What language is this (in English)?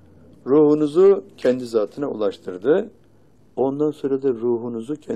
Turkish